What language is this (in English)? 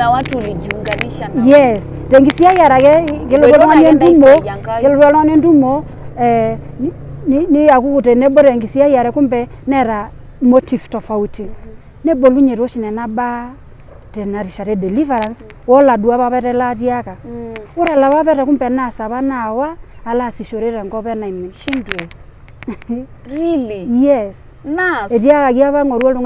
Masai